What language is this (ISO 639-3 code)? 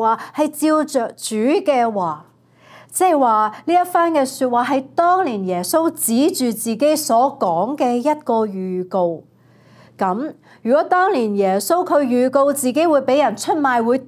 yue